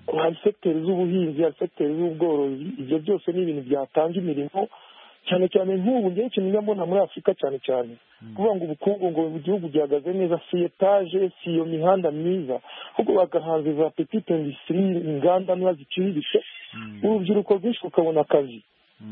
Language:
Kinyarwanda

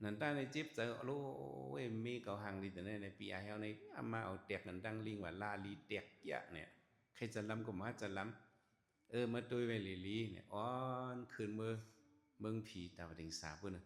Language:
Shan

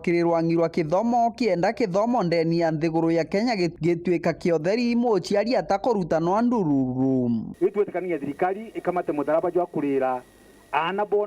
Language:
Meru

